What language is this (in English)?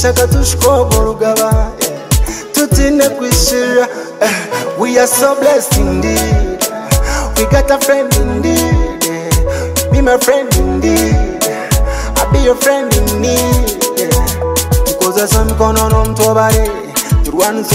Nyoro